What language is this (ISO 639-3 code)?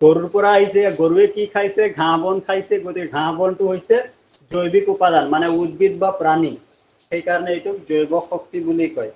asm